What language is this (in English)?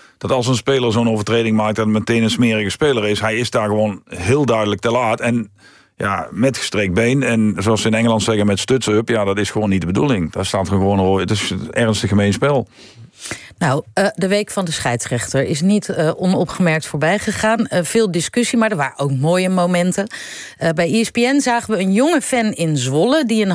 Dutch